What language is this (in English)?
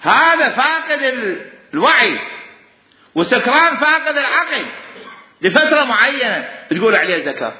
Mesopotamian Arabic